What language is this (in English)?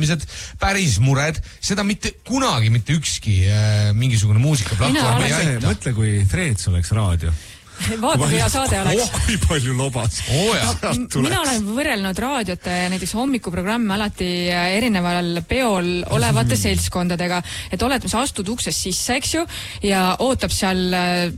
Estonian